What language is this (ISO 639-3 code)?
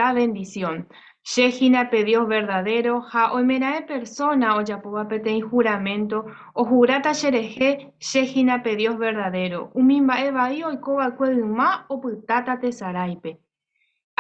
grn